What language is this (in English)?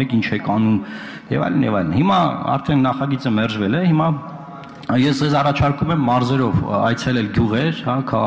Armenian